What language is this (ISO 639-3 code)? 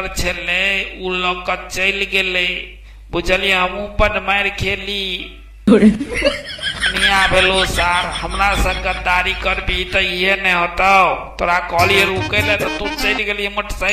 mai